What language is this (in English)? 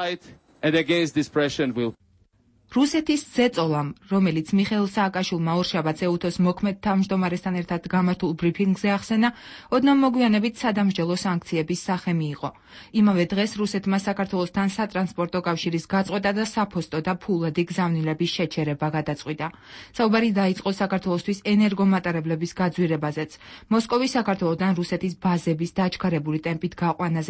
Georgian